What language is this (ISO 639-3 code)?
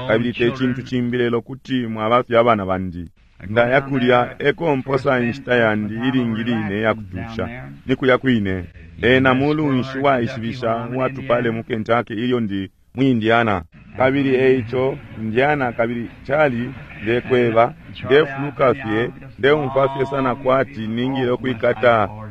bem